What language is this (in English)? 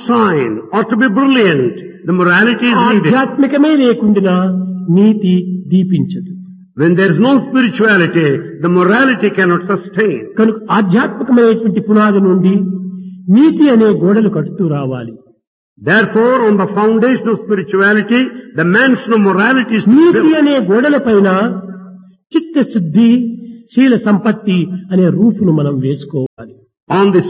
Telugu